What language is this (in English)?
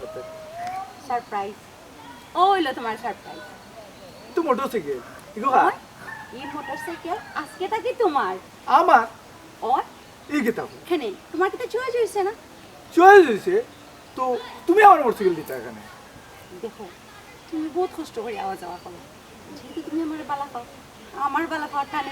Sylheti